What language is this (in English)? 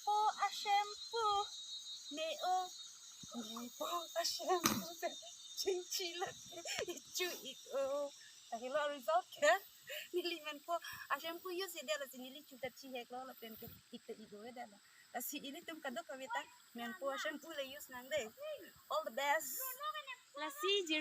Karbi